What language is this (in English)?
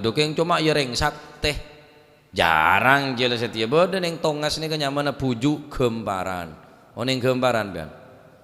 Madurese